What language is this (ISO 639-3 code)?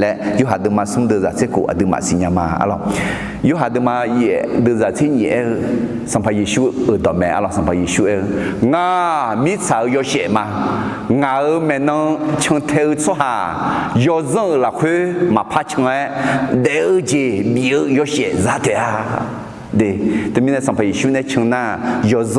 ahk